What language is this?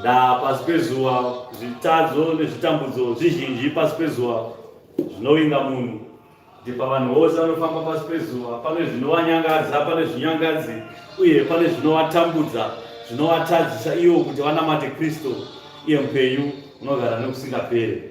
Shona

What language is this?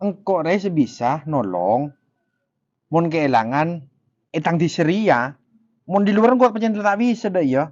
Madurese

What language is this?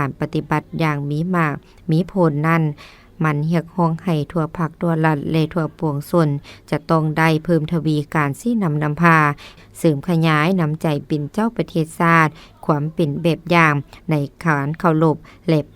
Lao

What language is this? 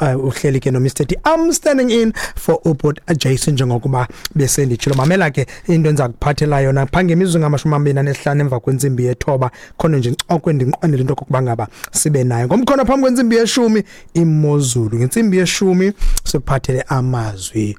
Xhosa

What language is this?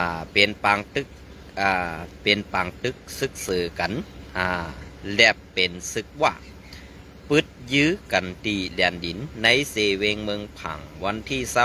Shan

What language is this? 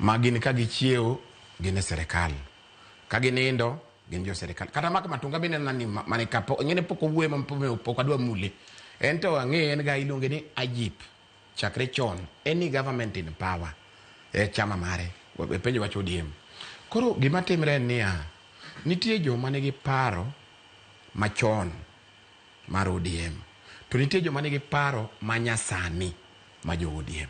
Luo (Kenya and Tanzania)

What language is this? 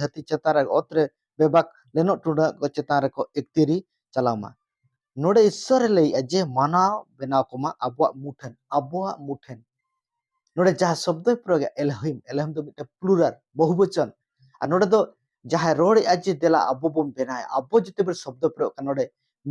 Santali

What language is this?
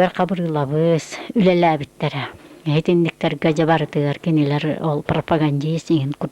Yakut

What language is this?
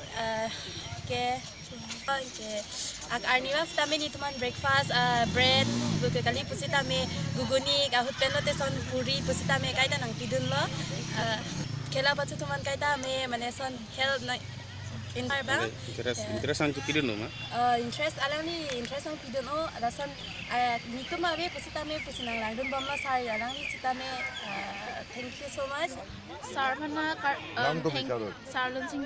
Karbi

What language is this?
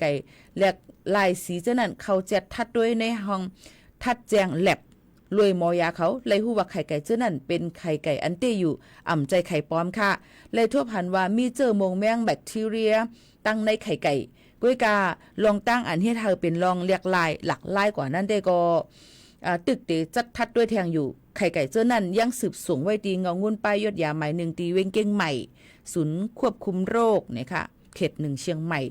Shan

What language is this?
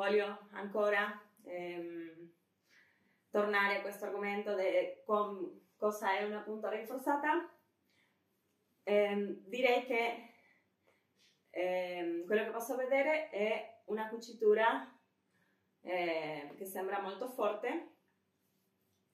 Italian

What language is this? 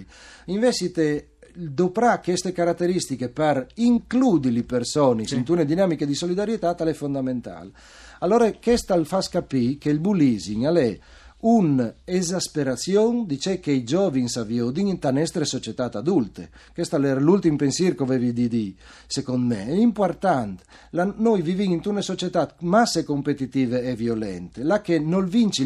Friulian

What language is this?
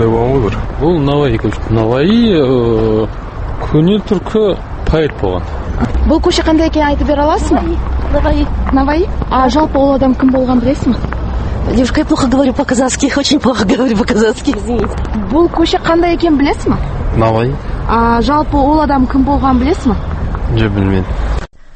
Kazakh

